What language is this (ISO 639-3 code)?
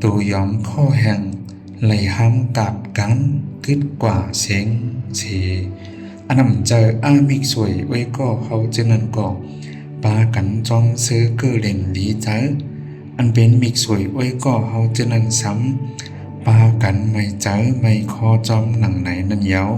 shn